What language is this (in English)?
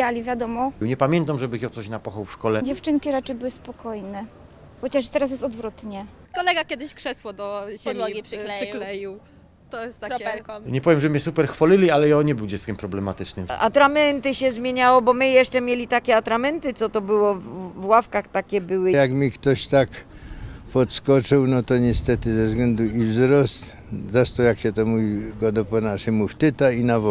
Silesian